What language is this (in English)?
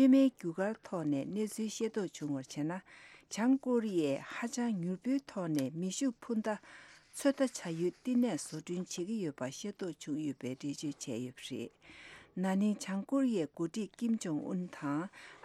Tibetan